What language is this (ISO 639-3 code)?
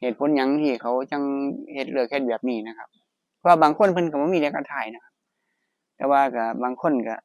tts